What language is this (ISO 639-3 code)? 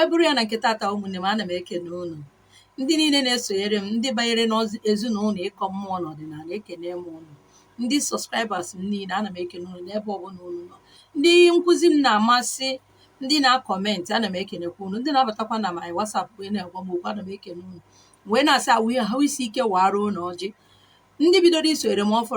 ibo